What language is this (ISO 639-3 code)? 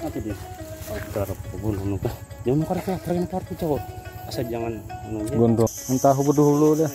bjn